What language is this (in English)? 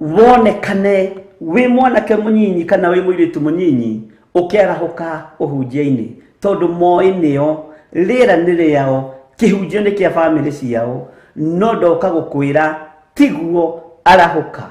Kikuyu